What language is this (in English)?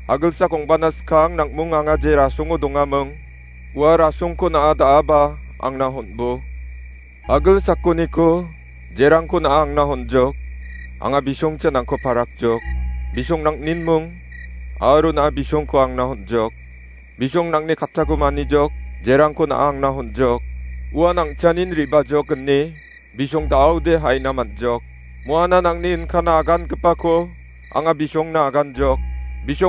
Garo